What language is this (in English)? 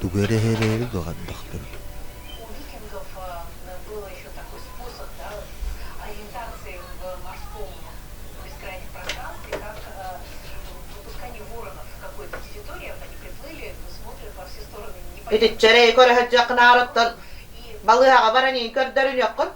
Yakut